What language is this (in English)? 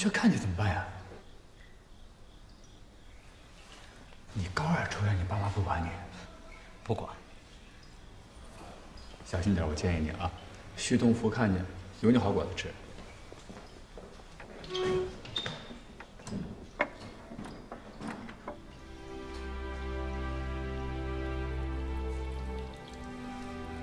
Chinese